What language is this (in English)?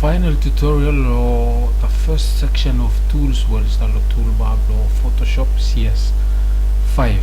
Bislama